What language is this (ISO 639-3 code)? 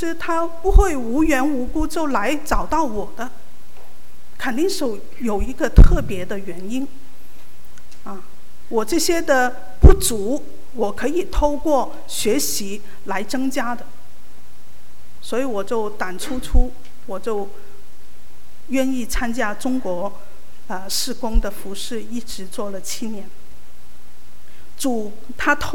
zho